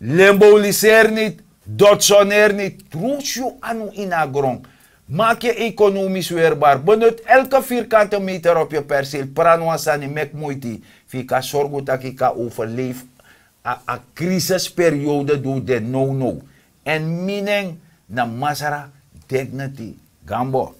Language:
Sranan Tongo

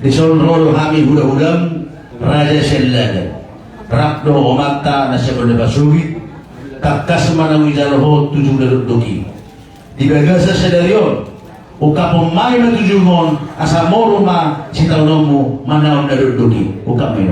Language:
Batak Toba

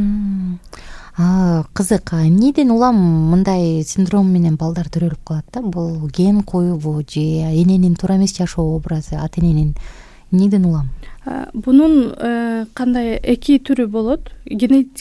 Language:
Kyrgyz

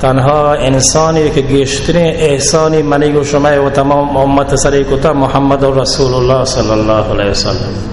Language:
Baluchi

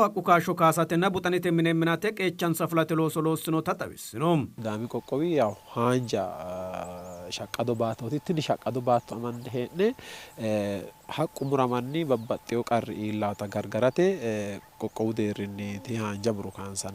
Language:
Sidamo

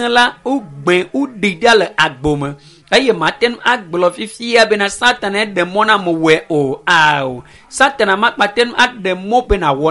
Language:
Ewe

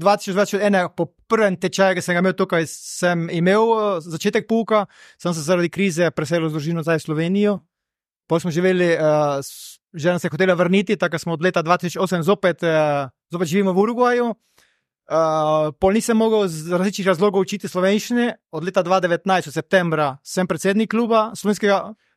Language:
Slovenian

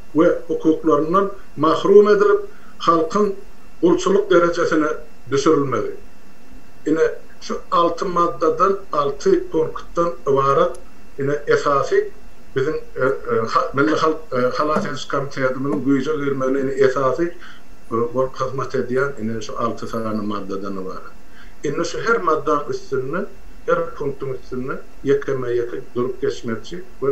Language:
Turkmen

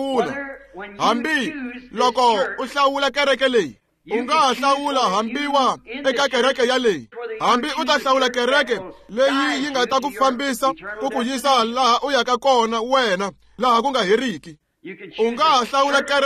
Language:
Tsonga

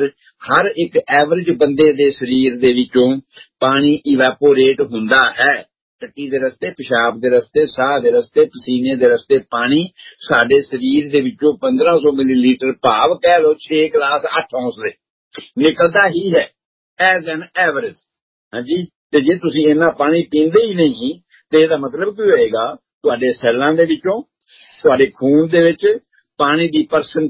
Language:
Punjabi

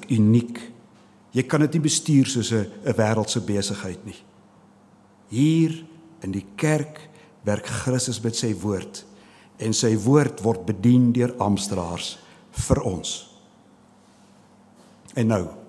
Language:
Afrikaans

